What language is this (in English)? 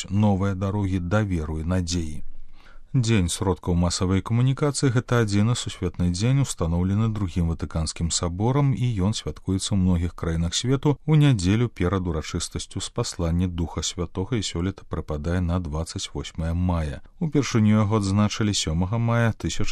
Belarusian